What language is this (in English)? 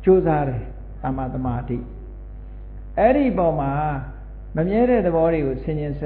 Burmese